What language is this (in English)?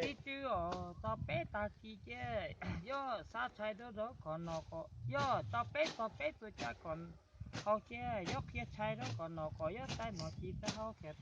Hmong